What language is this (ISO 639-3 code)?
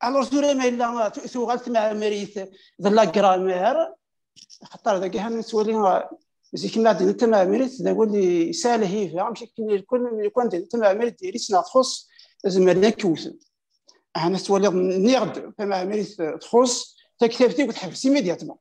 kab